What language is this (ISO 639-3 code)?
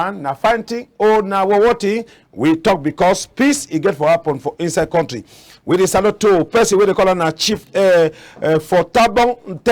wes